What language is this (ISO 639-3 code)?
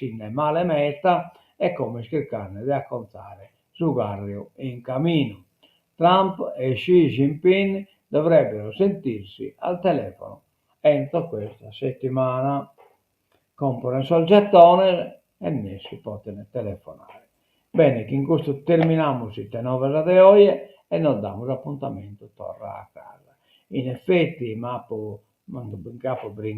srd